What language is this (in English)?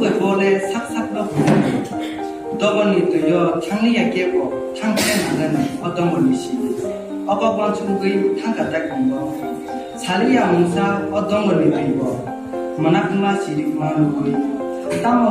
Kok Borok